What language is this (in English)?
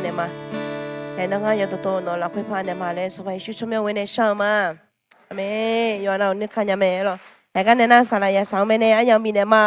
Akha